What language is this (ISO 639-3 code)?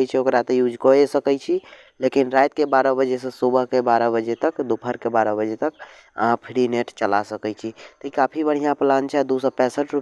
mai